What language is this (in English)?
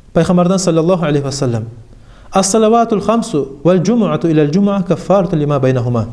Kumyk